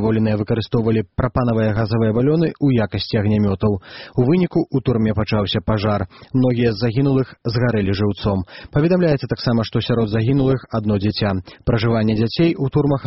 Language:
Belarusian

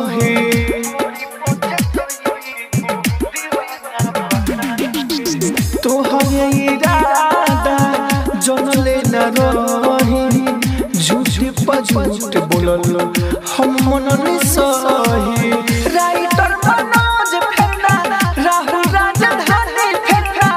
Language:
Bhojpuri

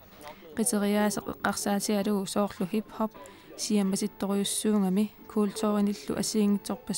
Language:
Kalaallisut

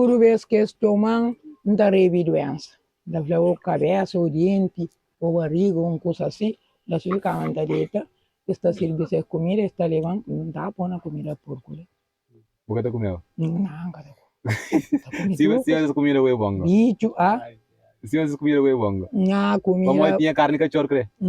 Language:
Kabuverdianu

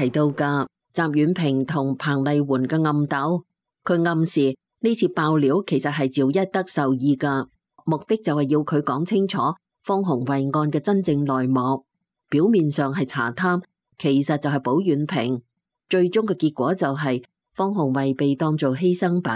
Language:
Cantonese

